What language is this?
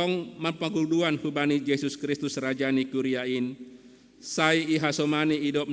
Batak Simalungun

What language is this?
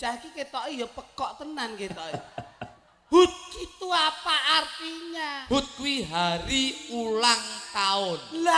Javanese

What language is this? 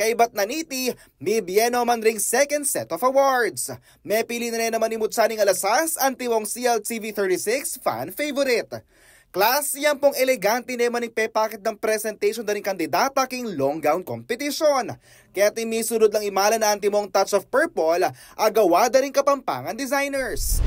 Pampanga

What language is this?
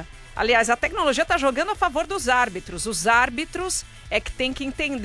Portuguese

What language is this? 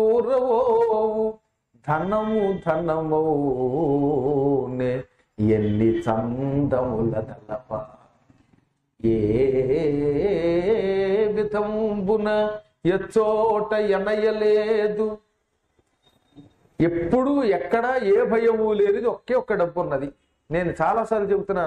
Telugu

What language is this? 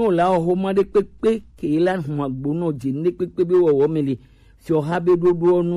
Gen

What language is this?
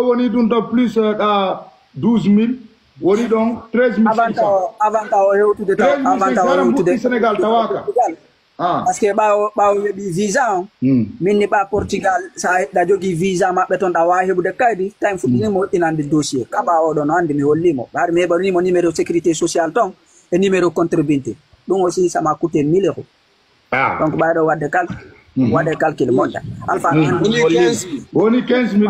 Fula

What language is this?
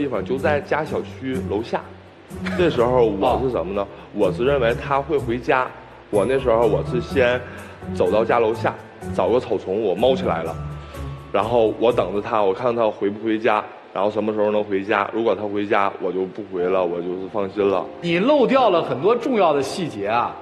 Chinese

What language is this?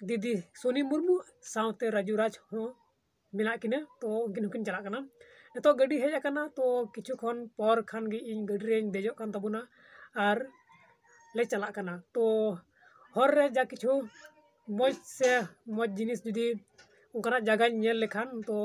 Santali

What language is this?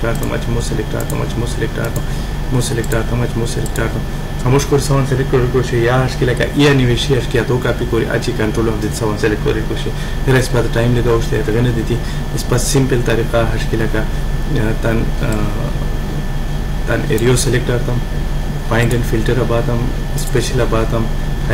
Khowar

